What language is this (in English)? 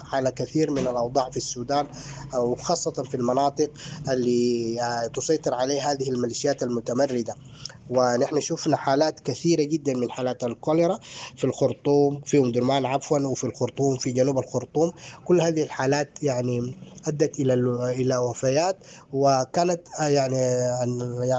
Sudanese Arabic